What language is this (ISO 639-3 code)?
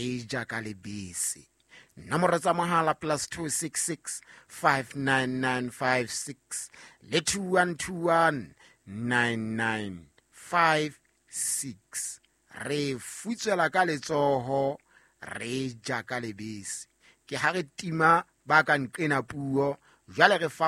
sot